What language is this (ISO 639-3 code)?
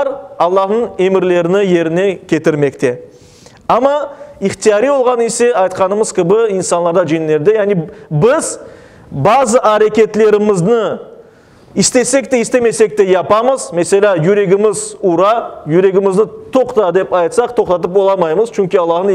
crh